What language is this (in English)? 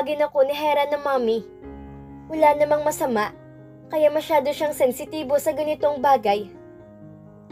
Filipino